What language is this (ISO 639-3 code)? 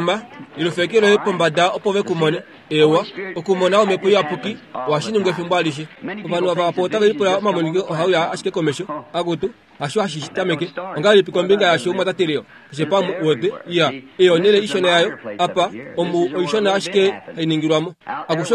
kua